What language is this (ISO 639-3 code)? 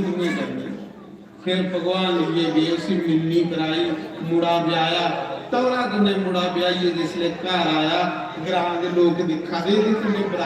doi